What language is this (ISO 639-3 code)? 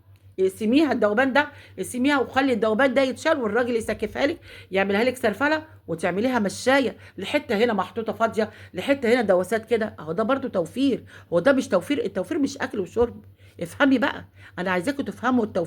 arz